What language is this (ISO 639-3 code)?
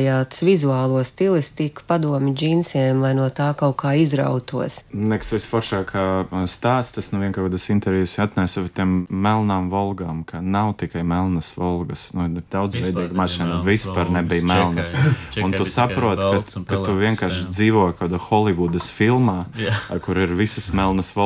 lav